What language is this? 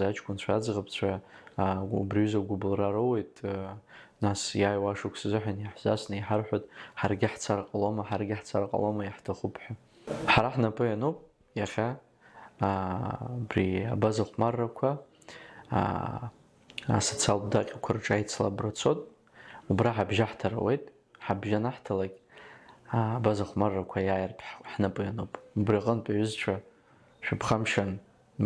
Abkhazian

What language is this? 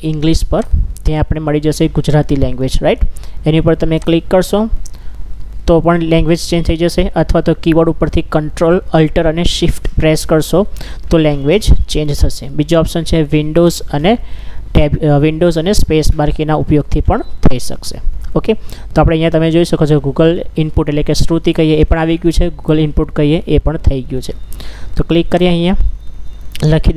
Gujarati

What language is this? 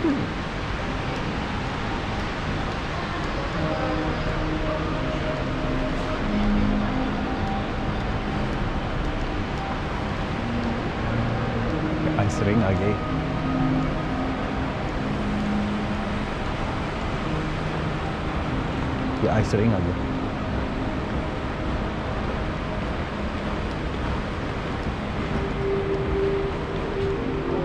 Hindi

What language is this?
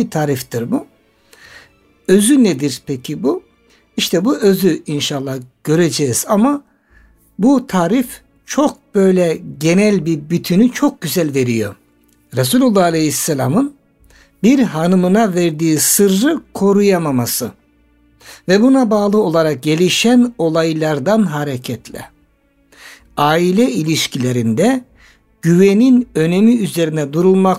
Turkish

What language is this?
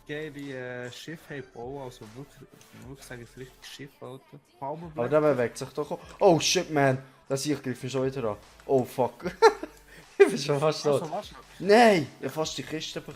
Swiss German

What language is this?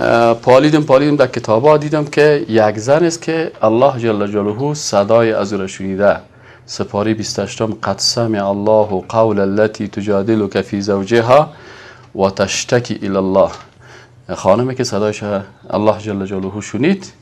Persian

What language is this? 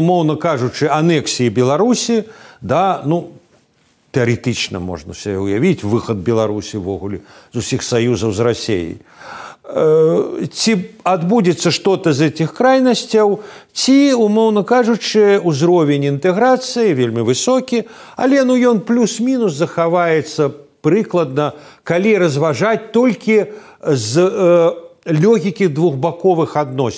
Belarusian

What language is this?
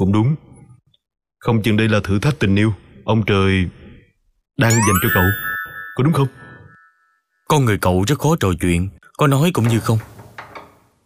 Vietnamese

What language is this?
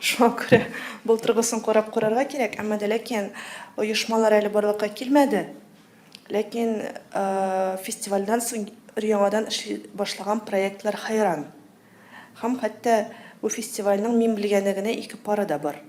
Tatar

